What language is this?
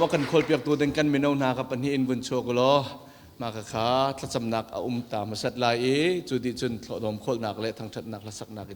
Hakha Chin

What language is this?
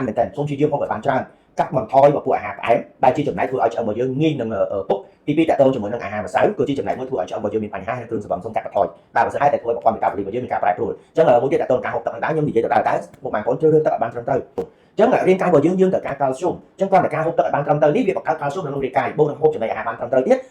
Khmer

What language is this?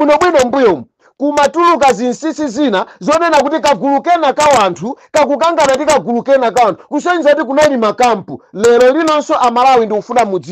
Nyanja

